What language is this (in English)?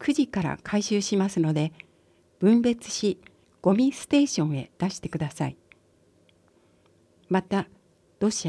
Japanese